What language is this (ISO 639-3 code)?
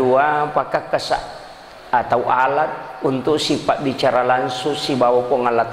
bug